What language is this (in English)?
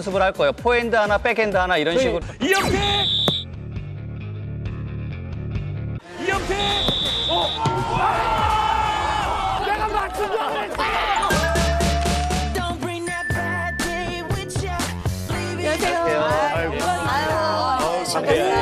Korean